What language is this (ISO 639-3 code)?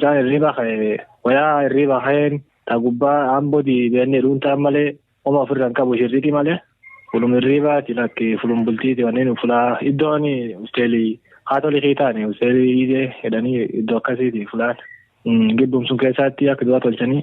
orm